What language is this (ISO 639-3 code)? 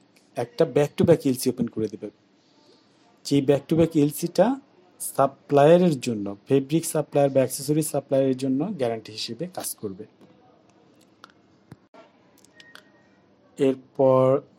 ben